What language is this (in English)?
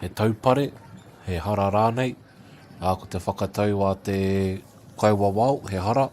Māori